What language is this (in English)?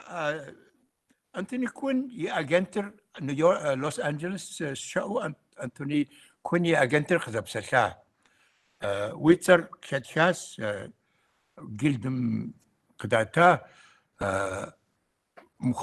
Kabardian